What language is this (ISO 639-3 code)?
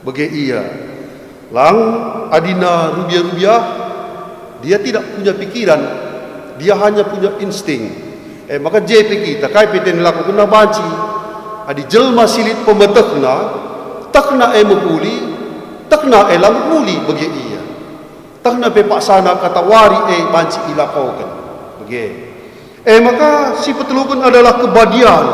btx